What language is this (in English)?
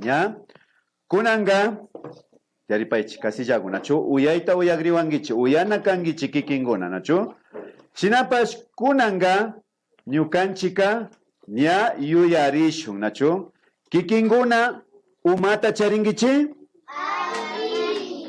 Imbabura Highland Quichua